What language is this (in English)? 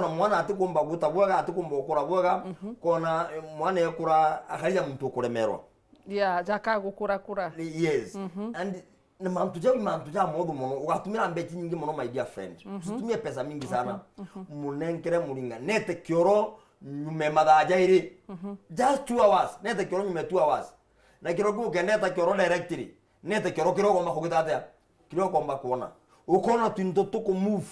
Meru